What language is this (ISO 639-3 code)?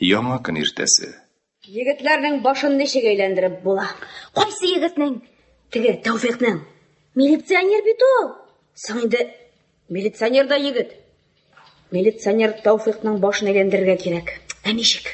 tat